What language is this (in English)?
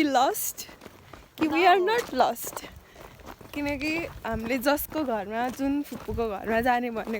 Nepali